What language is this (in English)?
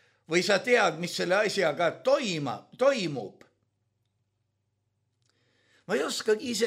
Estonian